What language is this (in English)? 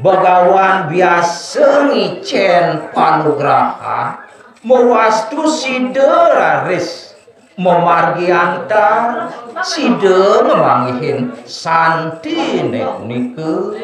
Balinese